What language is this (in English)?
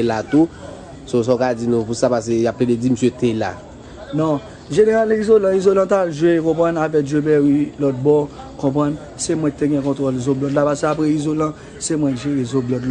Haitian Creole